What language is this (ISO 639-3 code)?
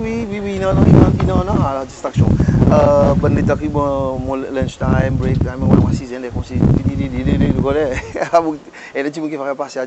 crs